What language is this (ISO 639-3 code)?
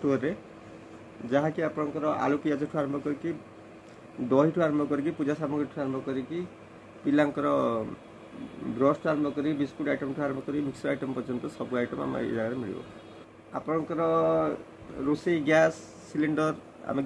ori